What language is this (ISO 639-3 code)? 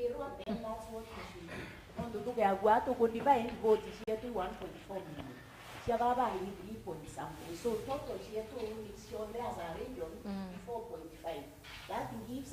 mer